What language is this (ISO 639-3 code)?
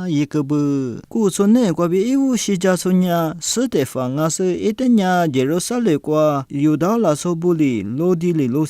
lis